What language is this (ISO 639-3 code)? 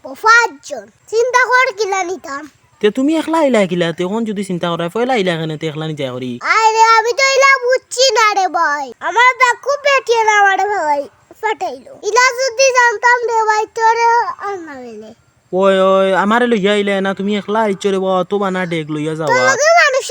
syl